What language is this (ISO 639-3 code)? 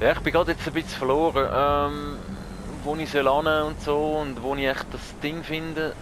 gsw